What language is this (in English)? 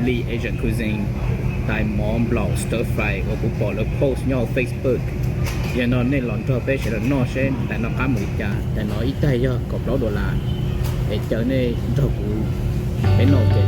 Hmong